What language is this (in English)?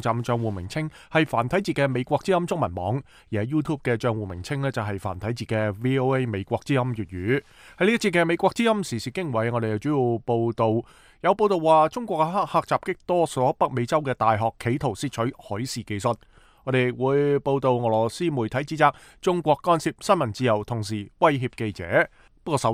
Cantonese